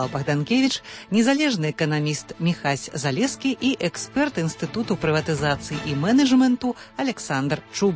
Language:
Belarusian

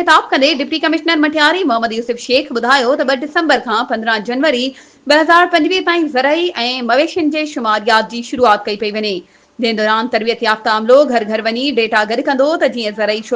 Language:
Sindhi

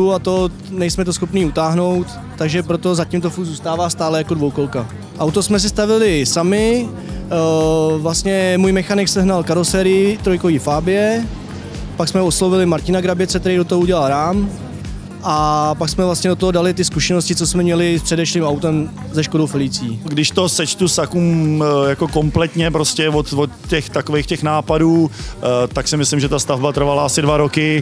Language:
Czech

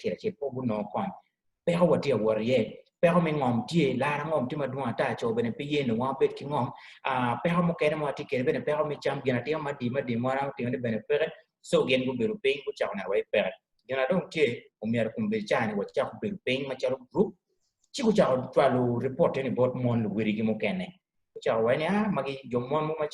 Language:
Acoli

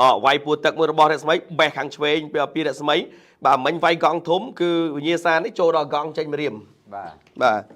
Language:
Khmer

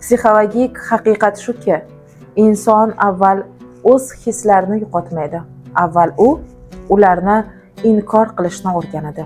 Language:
Uzbek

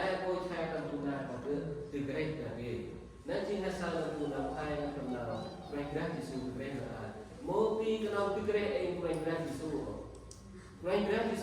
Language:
Central Mnong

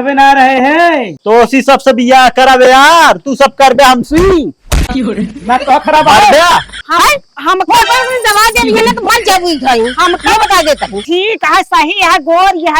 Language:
Awadhi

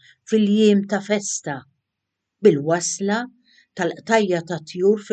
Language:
Maltese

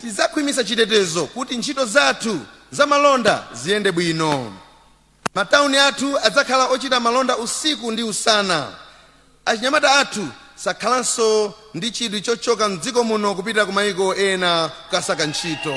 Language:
Nyanja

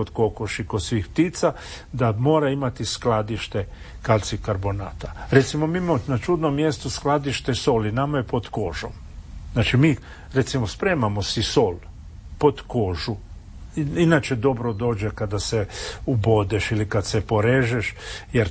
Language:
Croatian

